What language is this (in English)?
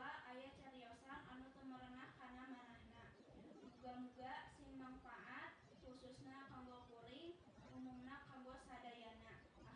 Sundanese